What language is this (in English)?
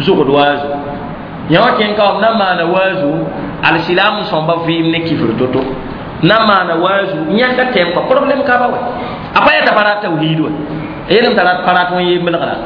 Mossi